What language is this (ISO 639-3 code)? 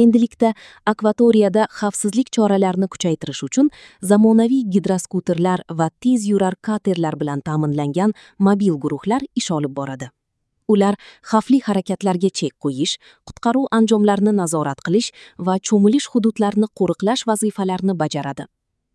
uzb